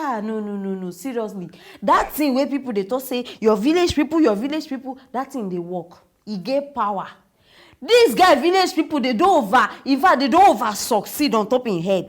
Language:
Nigerian Pidgin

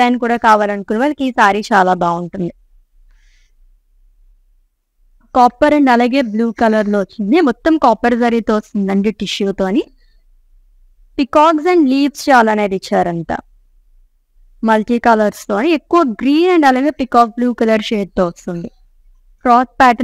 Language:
Telugu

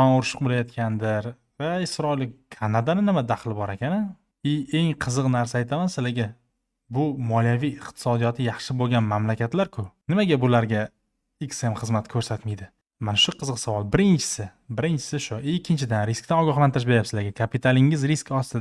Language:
Uzbek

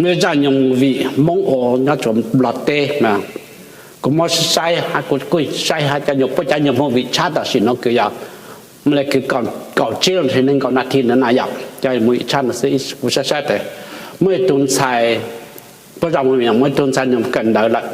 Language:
Hmong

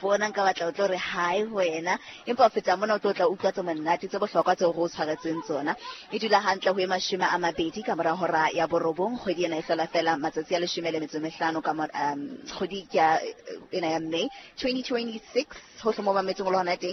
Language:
Southern Sotho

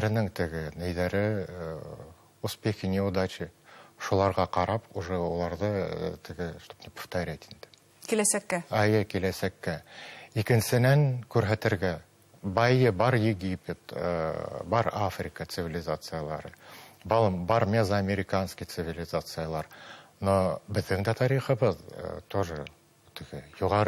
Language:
Bashkir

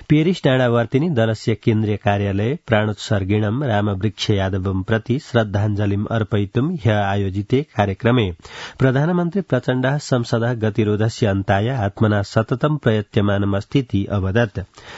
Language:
Sanskrit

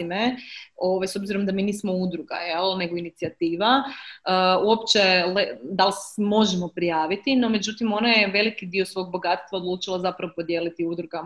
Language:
Croatian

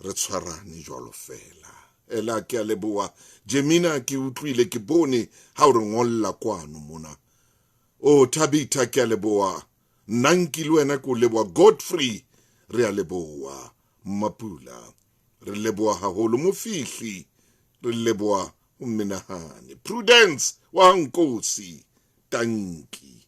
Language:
Southern Sotho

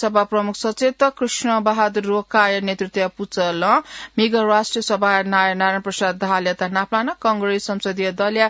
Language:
Newari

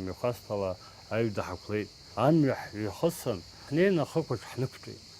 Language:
Abkhazian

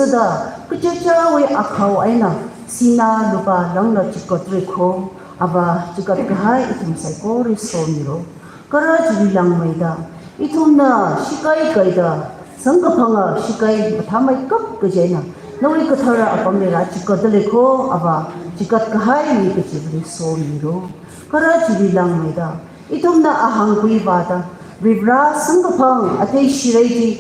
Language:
Tangkhul Naga (India)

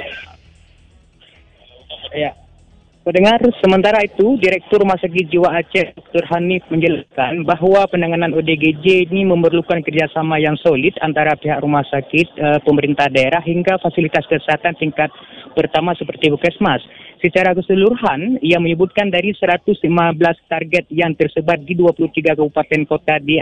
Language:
Indonesian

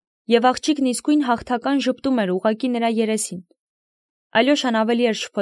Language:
Armenian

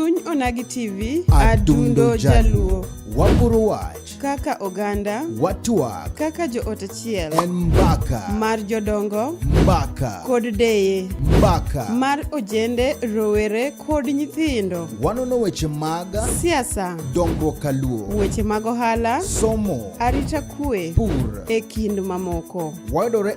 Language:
Luo (Kenya and Tanzania)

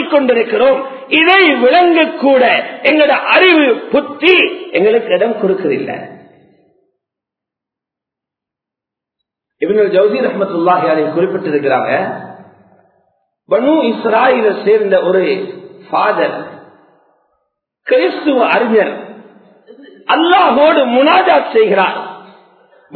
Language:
Tamil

